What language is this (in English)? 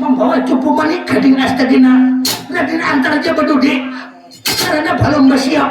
Banjar